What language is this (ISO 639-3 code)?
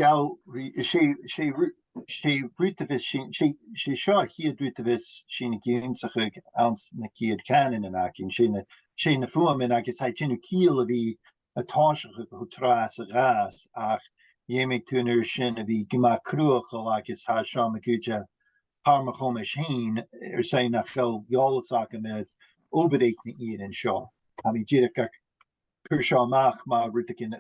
gla